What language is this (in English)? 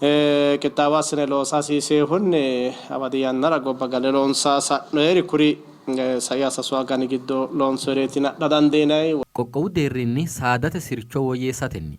Sidamo